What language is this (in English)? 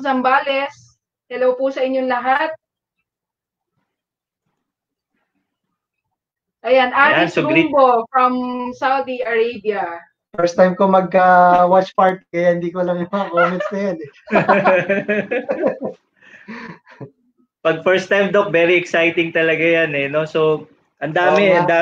Filipino